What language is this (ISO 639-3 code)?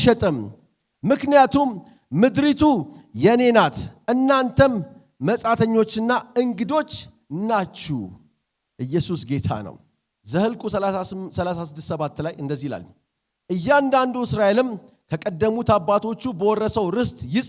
amh